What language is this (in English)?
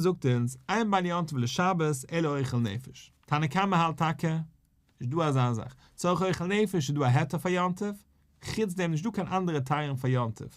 Yiddish